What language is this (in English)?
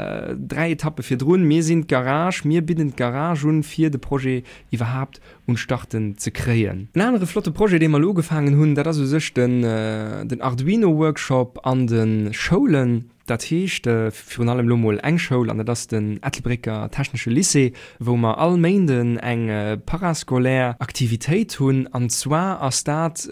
Luxembourgish